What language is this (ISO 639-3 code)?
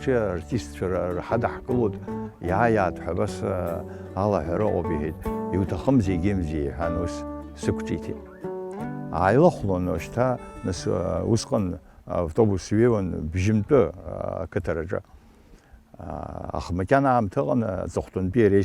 abk